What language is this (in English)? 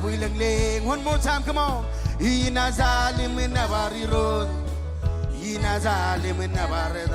Marshallese